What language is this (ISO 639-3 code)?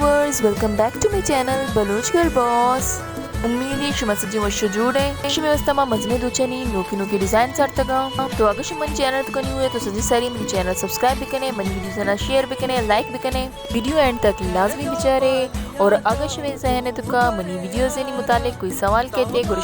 bal